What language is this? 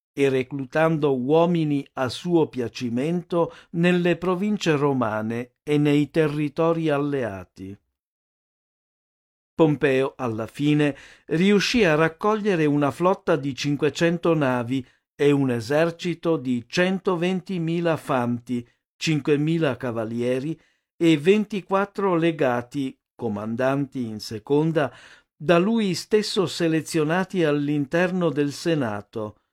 Italian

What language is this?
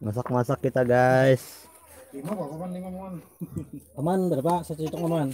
Banjar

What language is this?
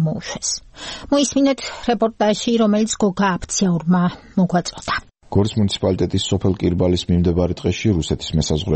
Georgian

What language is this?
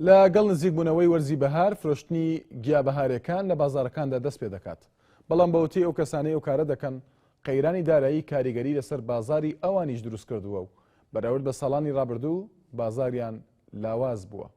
Central Kurdish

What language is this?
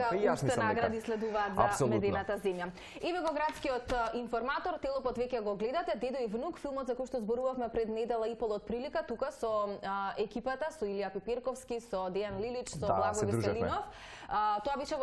Macedonian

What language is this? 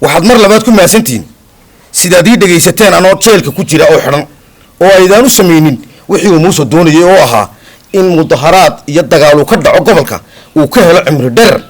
Somali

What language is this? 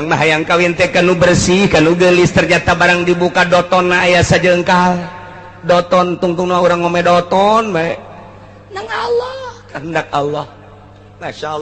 Sundanese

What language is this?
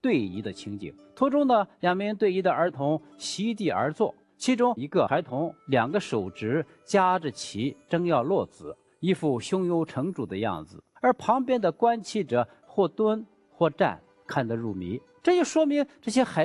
Chinese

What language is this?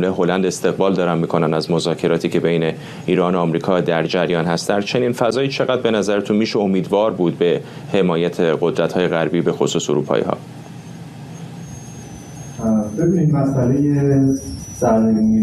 Persian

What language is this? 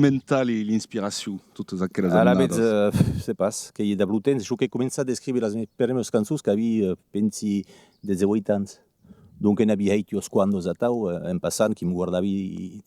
Occitan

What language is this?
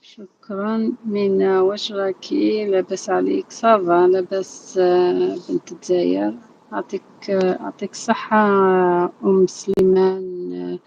Algerian Arabic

